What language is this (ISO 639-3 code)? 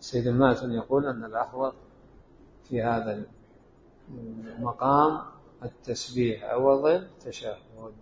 acm